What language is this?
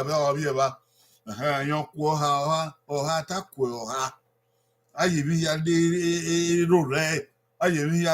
Bini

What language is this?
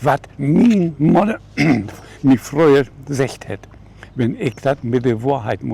Low German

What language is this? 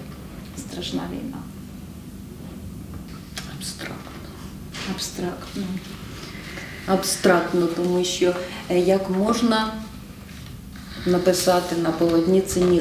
Ukrainian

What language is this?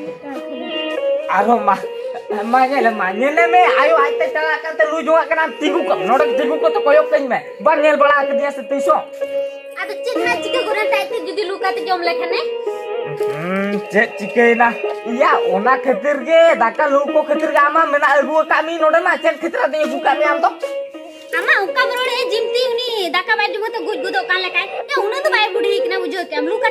Santali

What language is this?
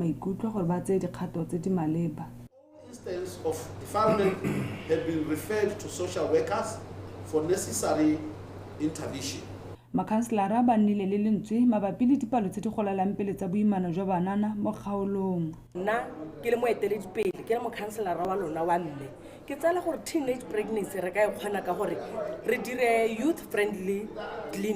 Tswana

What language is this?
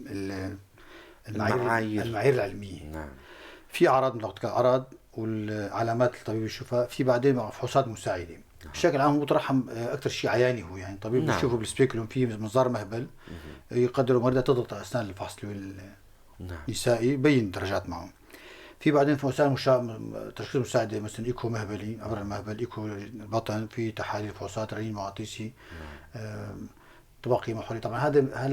North Levantine Arabic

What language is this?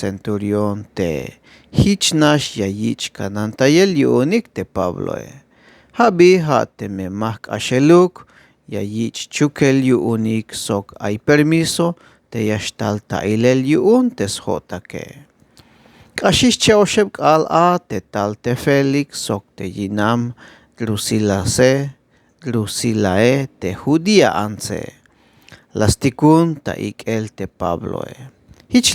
Tzeltal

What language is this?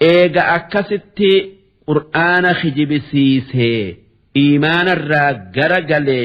Oromo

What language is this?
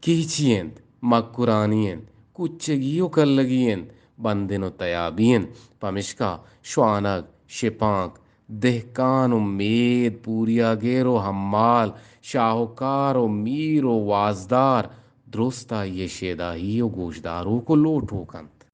Eastern Balochi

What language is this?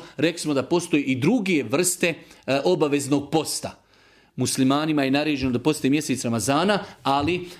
Bosnian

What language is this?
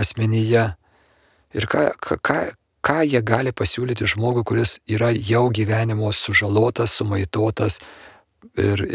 Lithuanian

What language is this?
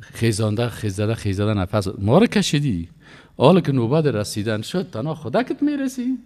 Persian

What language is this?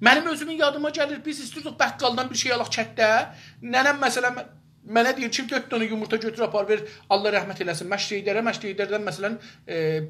South Azerbaijani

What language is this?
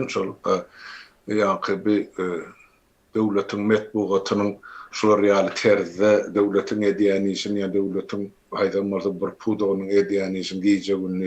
Turkmen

